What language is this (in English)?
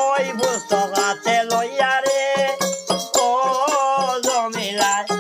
Sylheti